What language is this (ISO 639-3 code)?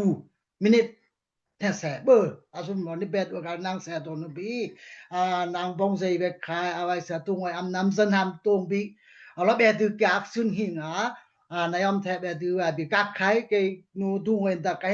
dao